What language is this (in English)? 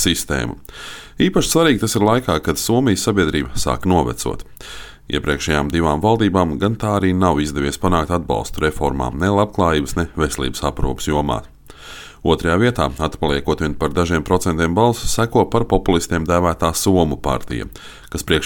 Latvian